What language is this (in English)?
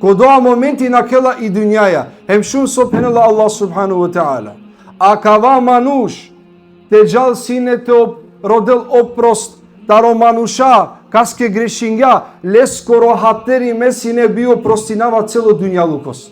Balkan Romani